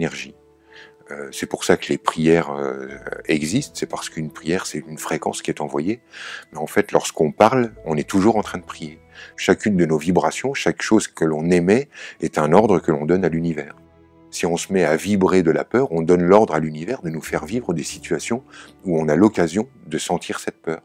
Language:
French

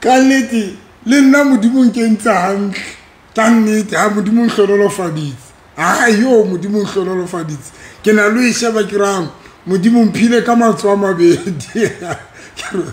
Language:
Southern Sotho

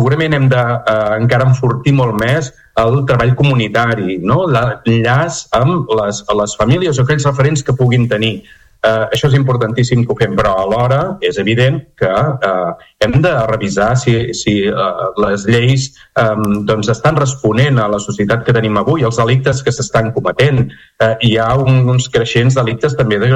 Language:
Catalan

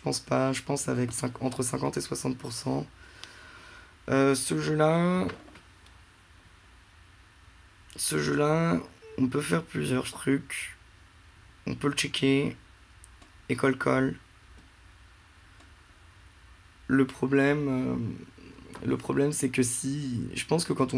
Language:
French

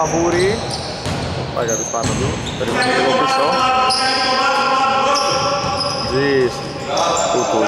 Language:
Greek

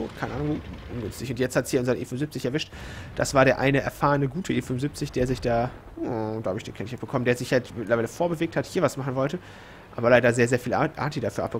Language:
German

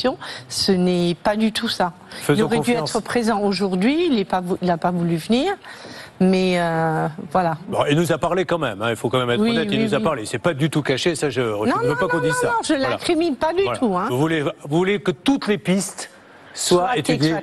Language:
French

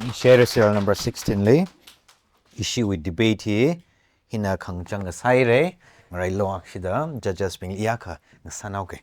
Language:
Tangkhul Naga (India)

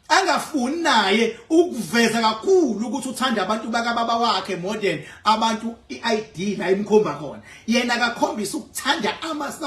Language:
Zulu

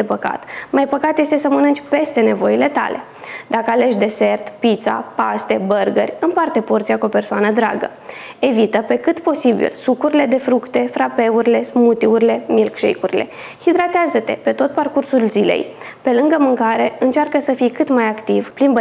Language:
Romanian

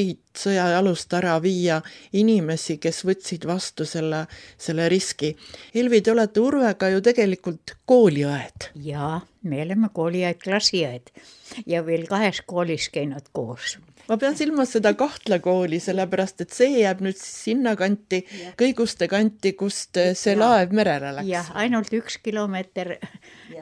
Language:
Estonian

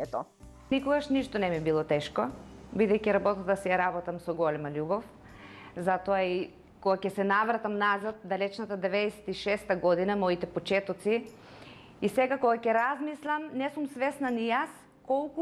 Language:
Macedonian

